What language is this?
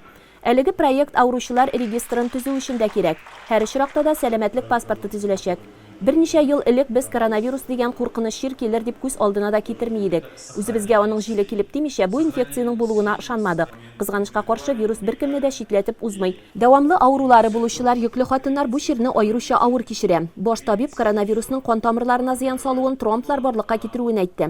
Tatar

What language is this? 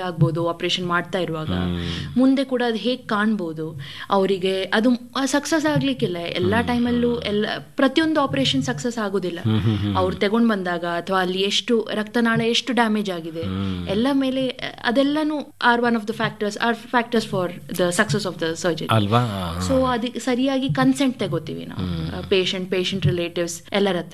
Kannada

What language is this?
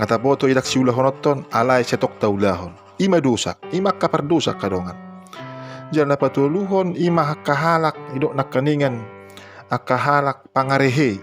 Batak Toba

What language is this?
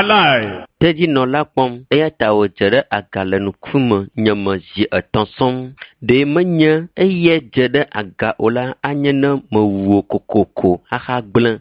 Ewe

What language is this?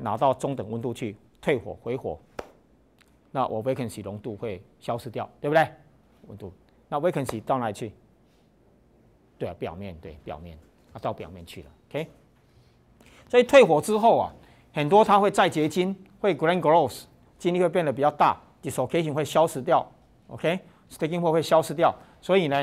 Chinese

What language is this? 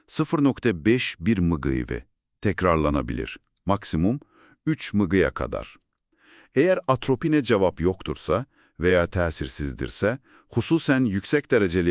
Azerbaijani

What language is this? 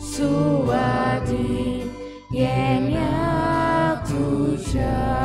Konkani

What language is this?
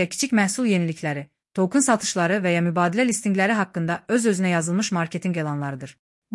Azerbaijani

